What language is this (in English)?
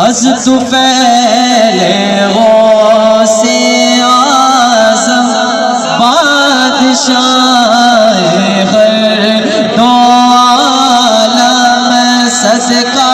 Saraiki